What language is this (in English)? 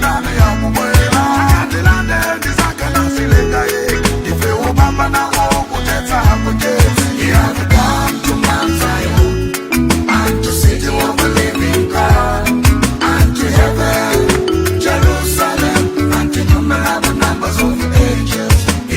Nyanja